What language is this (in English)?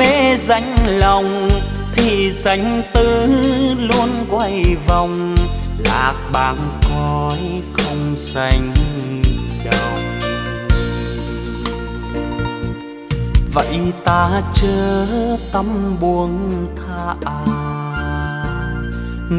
Vietnamese